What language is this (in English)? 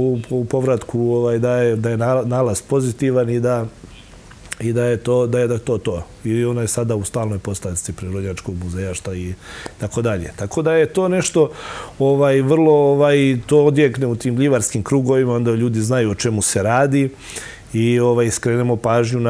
Serbian